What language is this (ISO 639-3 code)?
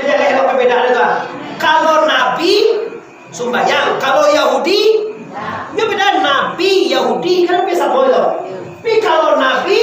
min